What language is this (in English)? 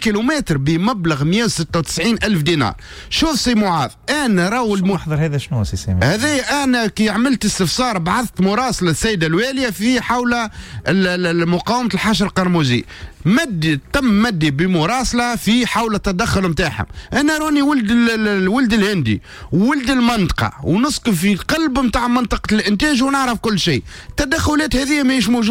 Tunisian Arabic